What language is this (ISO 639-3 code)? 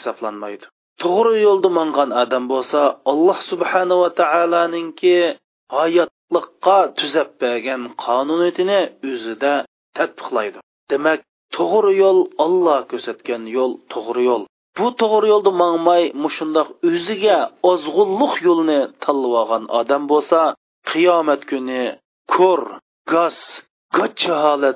uig